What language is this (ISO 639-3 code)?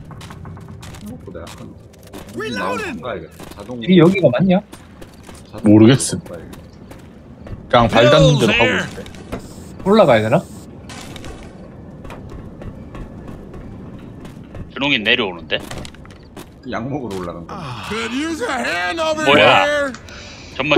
kor